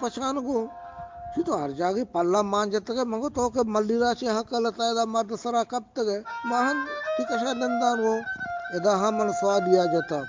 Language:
Eastern Balochi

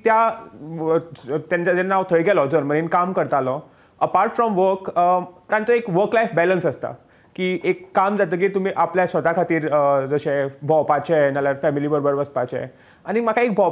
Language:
Konkani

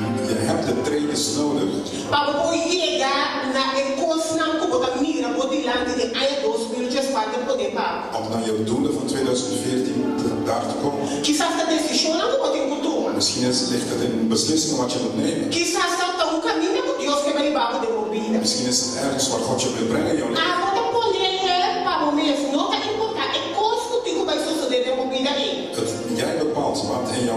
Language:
Papiamento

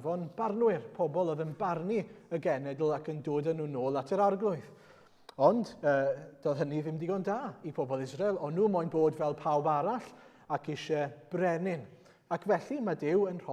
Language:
Welsh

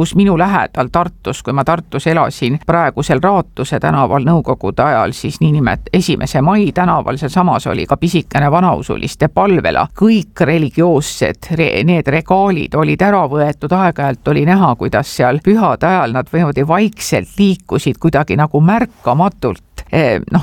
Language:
Estonian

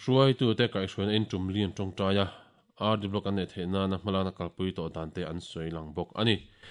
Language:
Mizo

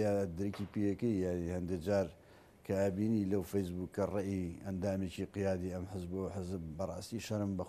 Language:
Central Kurdish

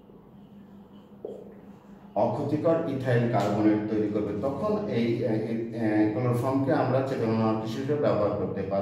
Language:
Bangla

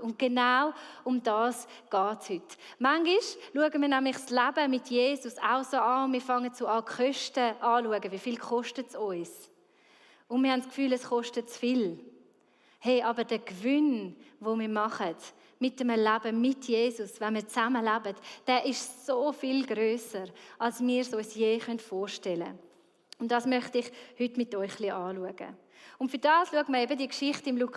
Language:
Swiss German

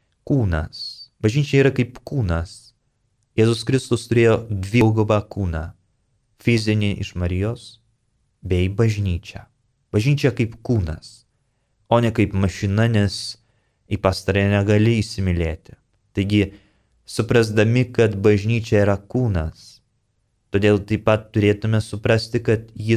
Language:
Lithuanian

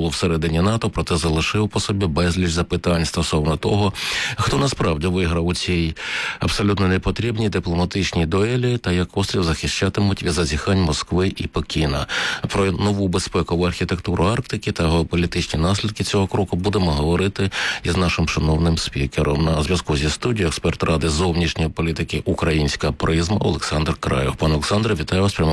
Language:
Ukrainian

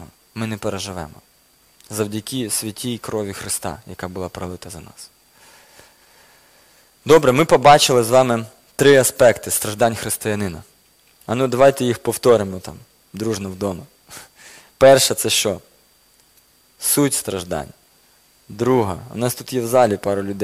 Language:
Ukrainian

